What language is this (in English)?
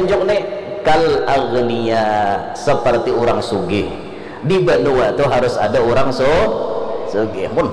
Banjar